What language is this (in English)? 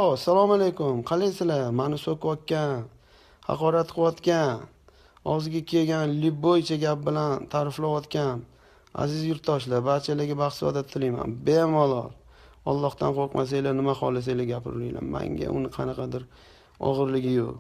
Uzbek